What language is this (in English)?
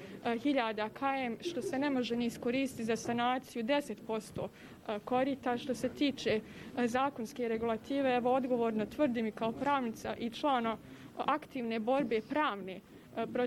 Bosnian